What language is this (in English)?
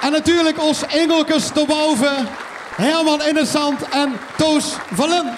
Limburgish